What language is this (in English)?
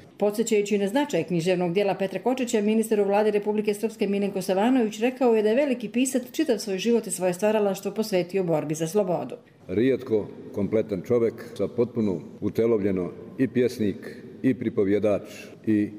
Croatian